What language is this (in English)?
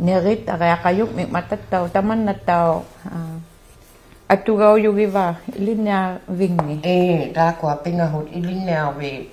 Inuktitut